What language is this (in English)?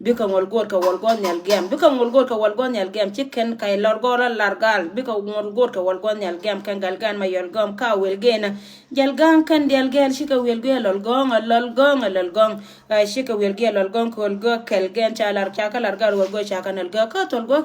Nuer